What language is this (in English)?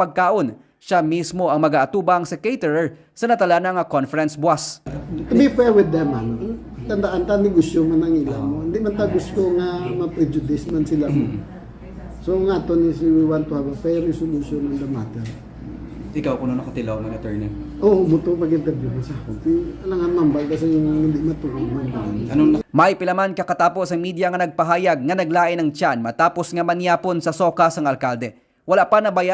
Hiligaynon